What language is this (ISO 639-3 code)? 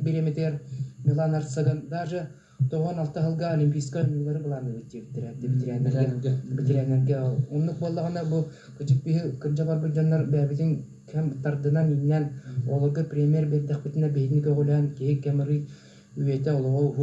sah